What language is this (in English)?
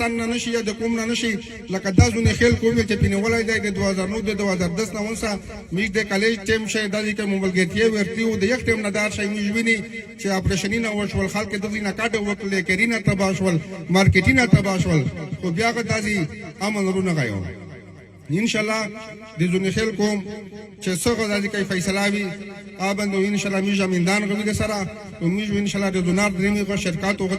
Pashto